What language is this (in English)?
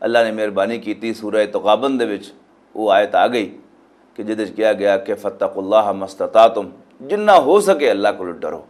Western Panjabi